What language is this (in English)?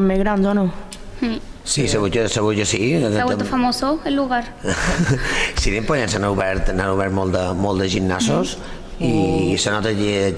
Catalan